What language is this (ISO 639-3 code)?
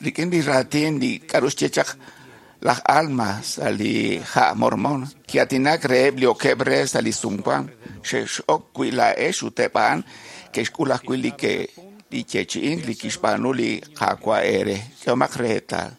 kek